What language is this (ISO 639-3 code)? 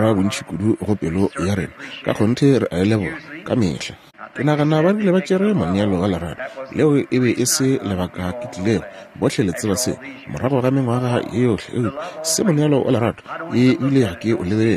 nso